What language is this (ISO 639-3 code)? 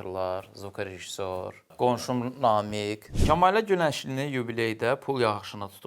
aze